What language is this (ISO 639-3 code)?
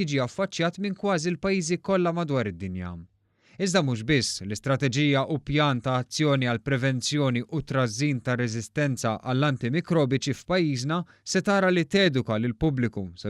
mlt